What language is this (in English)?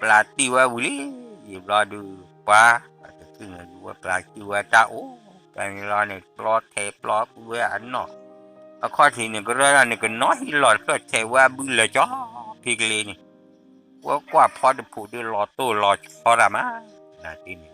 S'gaw Karen